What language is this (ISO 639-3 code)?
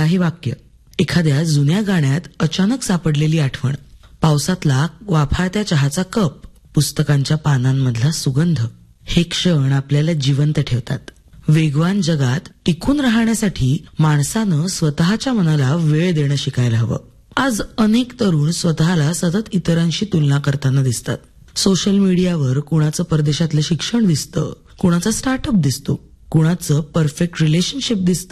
mar